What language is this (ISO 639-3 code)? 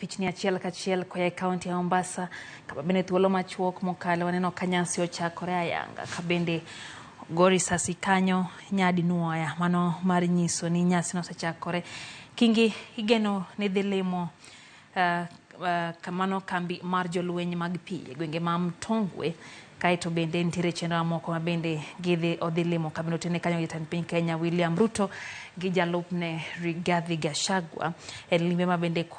luo